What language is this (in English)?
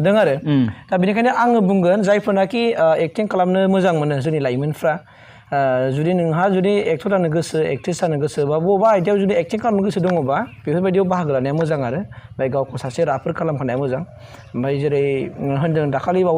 Bodo